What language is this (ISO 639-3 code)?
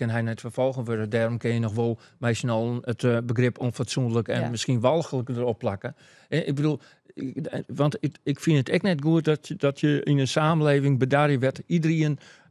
fry